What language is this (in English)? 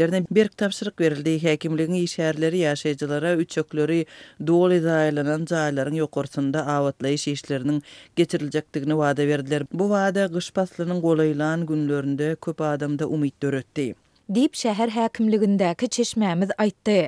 Turkmen